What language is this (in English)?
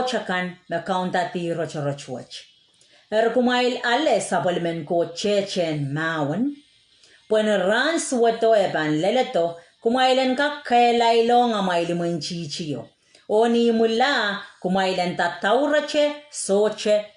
Pohnpeian